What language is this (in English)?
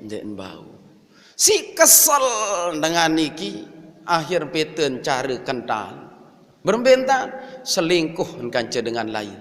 Sasak